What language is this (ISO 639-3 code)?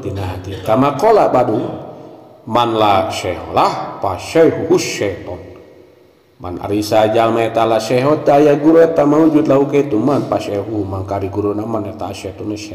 sun